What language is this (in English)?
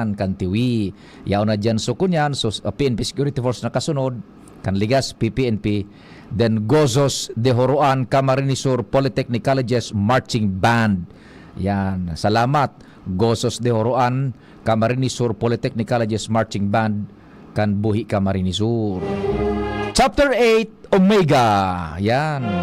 Bikol